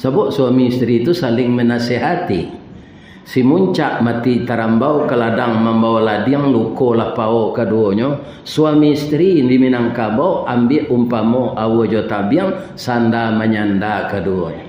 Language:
Minangkabau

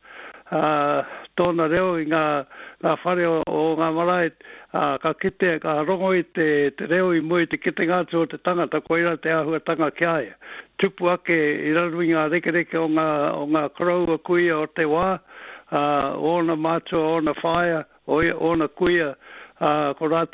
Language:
Māori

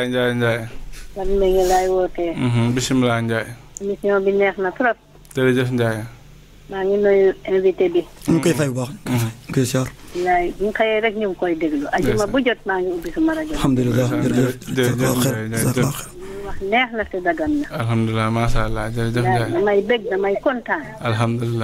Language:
Wolof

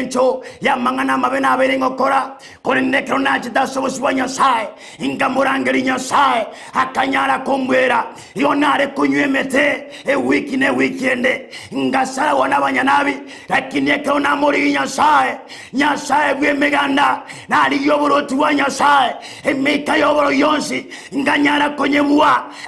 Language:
Gusii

